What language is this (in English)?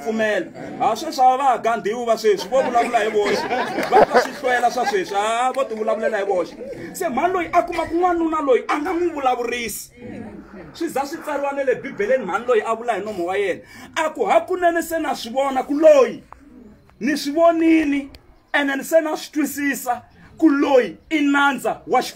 Tsonga